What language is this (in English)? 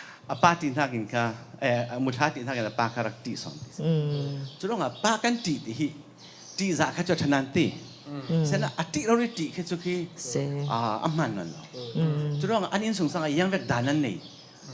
Falam Chin